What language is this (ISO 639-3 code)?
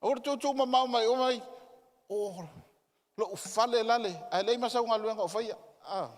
smo